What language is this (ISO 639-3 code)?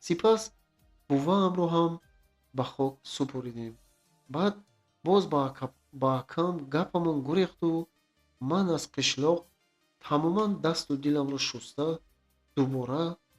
tgk